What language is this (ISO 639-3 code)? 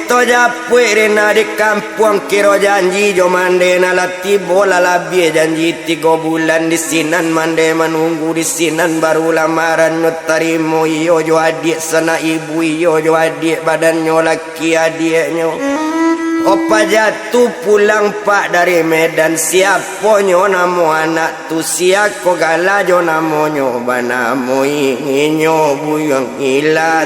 min